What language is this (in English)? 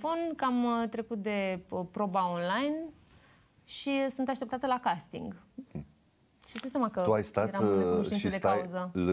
Romanian